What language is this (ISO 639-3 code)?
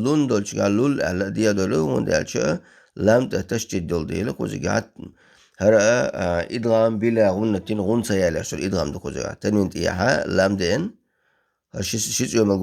che